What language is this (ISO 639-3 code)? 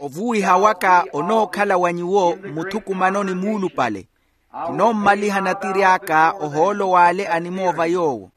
vmw